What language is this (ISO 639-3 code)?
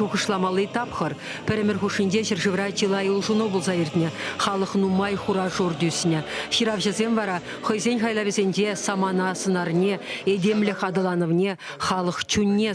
chv